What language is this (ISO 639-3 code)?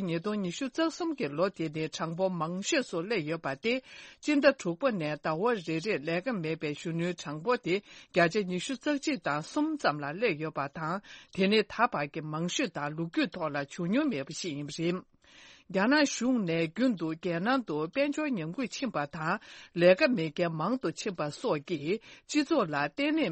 bod